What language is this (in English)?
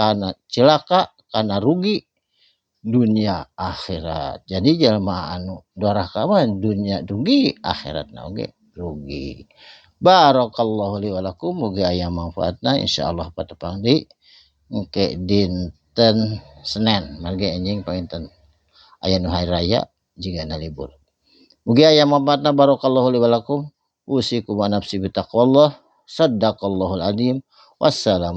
Sundanese